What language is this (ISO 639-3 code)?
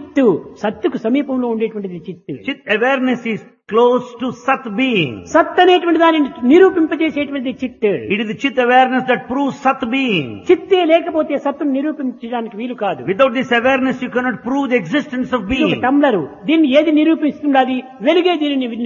tel